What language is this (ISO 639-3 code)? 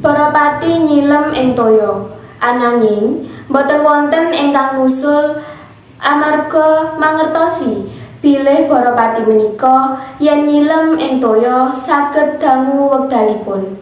jav